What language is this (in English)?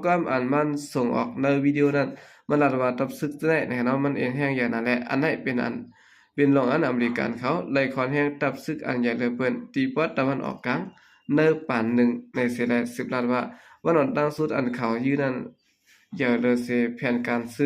Shan